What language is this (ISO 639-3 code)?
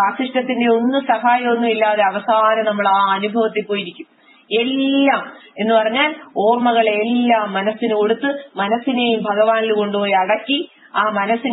mal